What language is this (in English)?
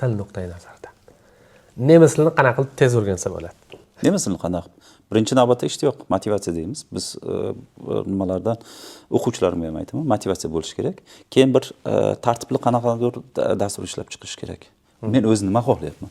Uzbek